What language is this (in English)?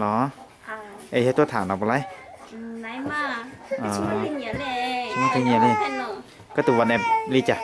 Hmong